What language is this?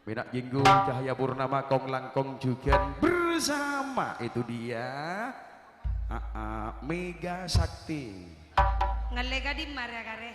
Madurese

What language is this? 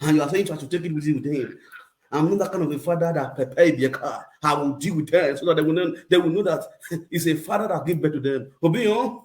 Nigerian Pidgin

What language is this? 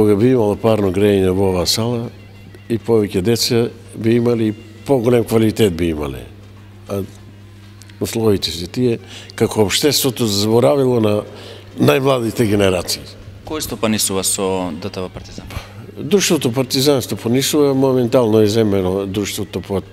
Macedonian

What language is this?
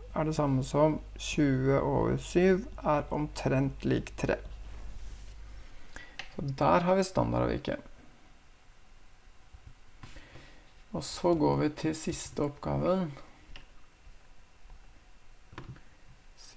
Norwegian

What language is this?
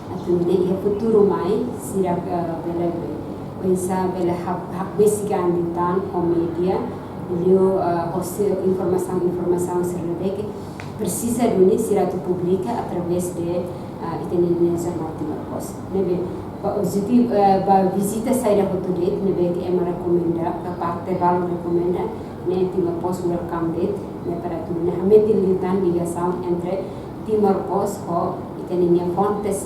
Tetum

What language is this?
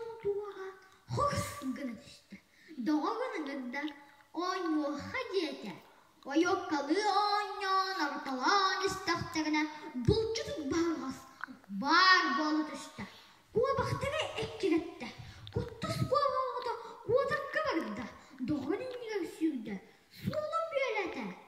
Yakut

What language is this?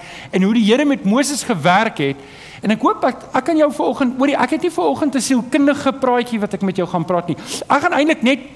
Afrikaans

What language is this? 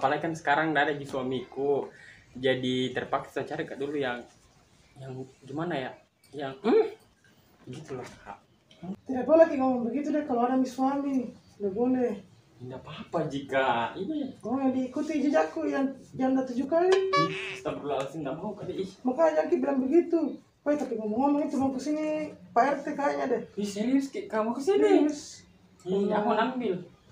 Makassar Malay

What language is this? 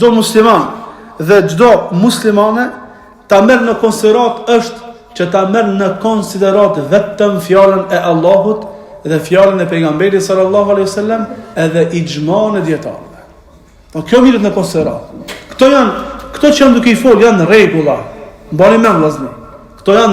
Albanian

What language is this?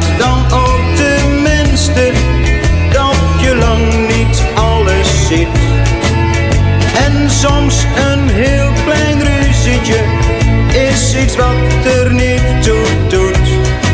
Dutch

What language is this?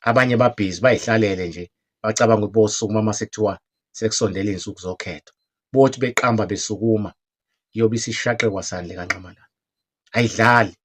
Zulu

